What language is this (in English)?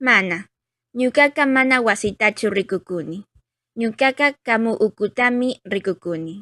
Chimborazo Highland Quichua